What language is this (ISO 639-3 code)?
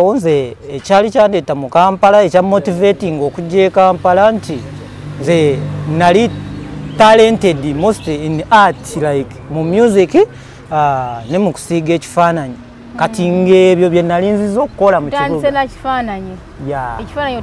lug